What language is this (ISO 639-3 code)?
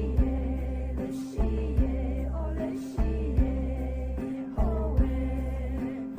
pmx